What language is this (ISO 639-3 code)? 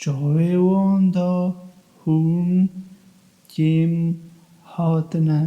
kur